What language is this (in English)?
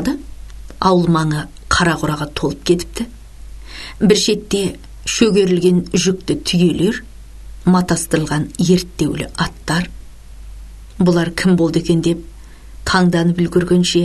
Kazakh